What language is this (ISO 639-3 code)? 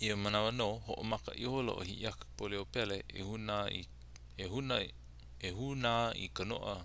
haw